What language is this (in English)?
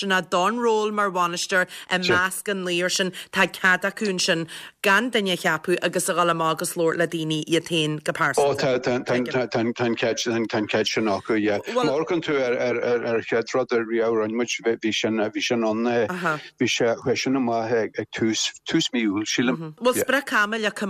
Irish